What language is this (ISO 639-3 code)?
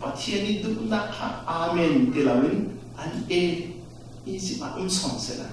cfm